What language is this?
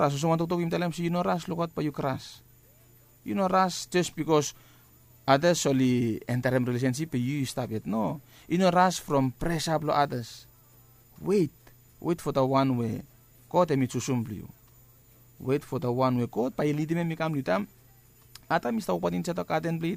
Bislama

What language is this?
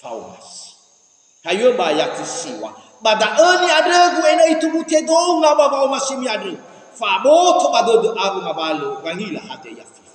Nias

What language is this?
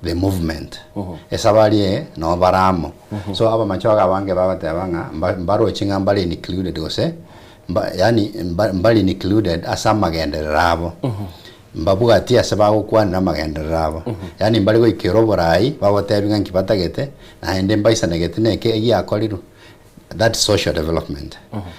Gusii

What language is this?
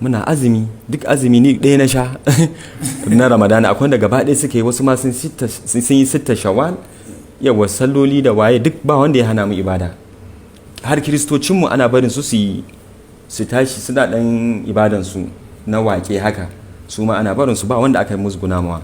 Hausa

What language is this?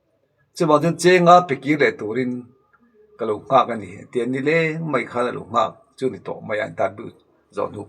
Mizo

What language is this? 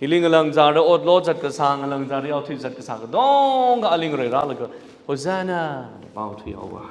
Tangkhul Naga (India)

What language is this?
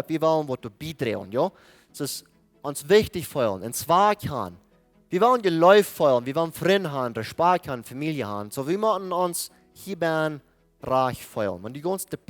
Plautdietsch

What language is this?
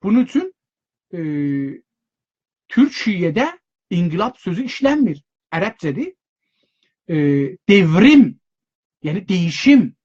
South Azerbaijani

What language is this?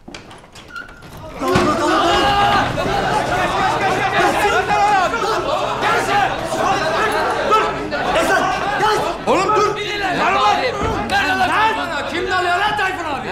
Turkish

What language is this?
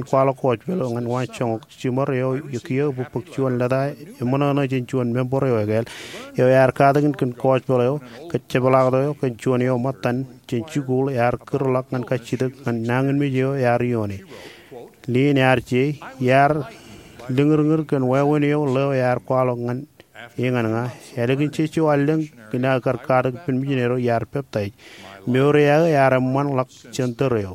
Marshallese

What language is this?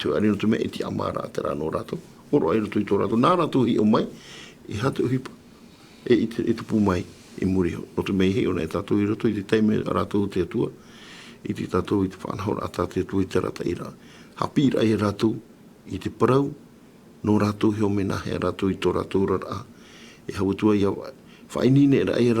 Tahitian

